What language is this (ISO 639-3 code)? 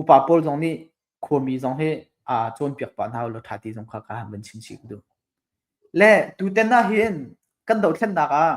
cnh